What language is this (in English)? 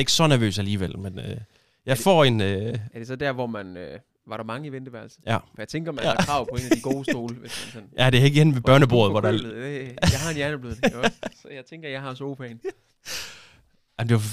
Danish